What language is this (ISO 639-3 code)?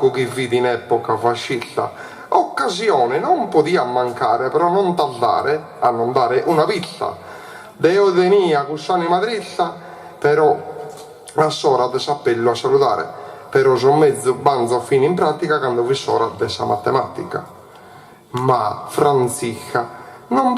srd